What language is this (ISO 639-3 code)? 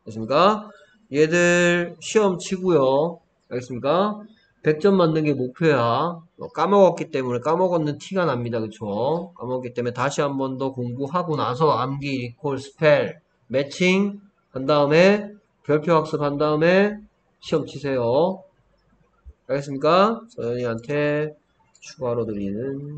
kor